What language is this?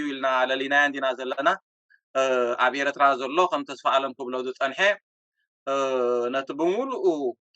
Tigrinya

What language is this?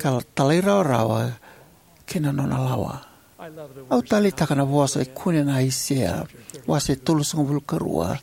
Fijian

